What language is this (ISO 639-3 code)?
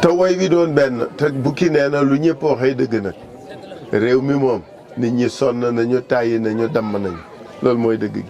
wol